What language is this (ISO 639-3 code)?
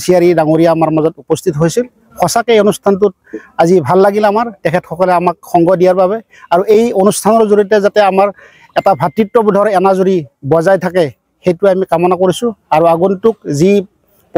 asm